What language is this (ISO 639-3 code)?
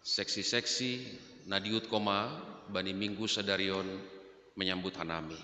bts